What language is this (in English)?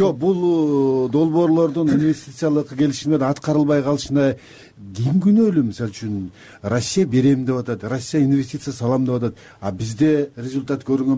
Kyrgyz